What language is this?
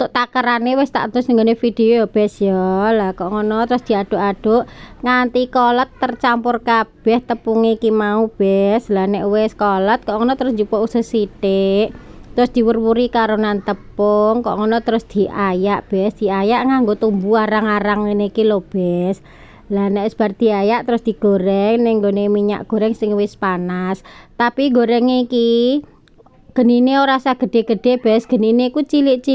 Javanese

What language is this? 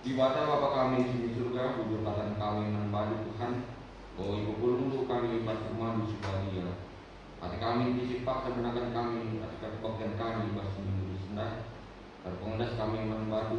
Batak Karo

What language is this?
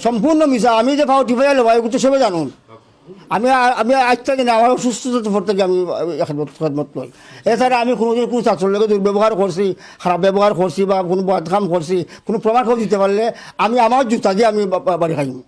Sylheti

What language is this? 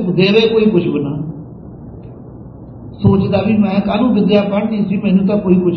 Punjabi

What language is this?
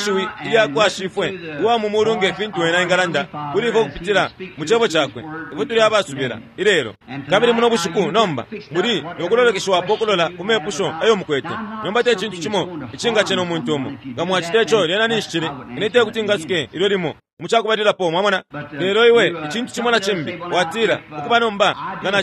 Bemba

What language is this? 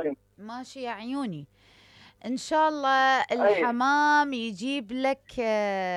Mesopotamian Arabic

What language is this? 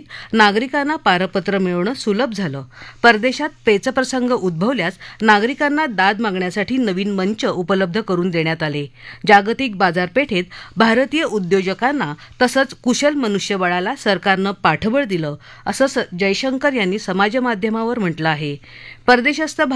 Marathi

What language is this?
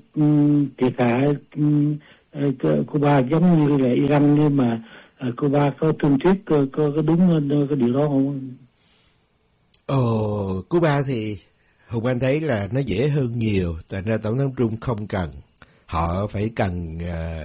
Vietnamese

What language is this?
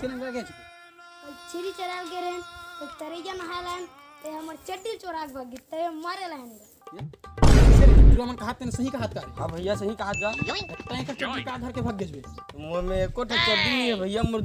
Chhattisgarhi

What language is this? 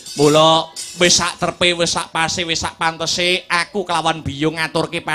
Javanese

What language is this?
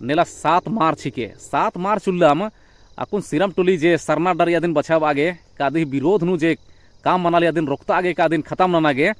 Kurukh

